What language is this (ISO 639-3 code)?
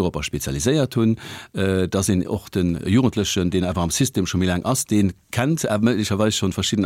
ltz